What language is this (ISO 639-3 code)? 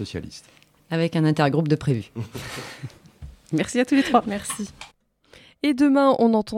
fra